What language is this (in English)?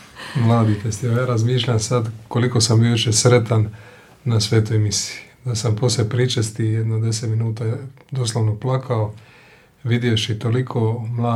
Croatian